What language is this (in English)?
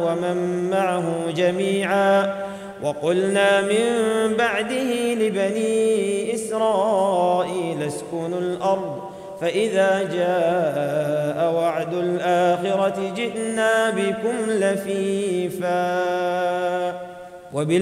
Arabic